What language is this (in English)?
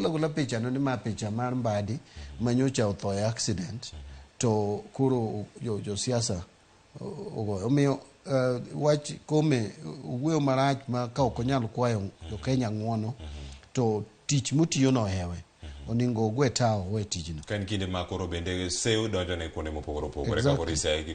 Luo (Kenya and Tanzania)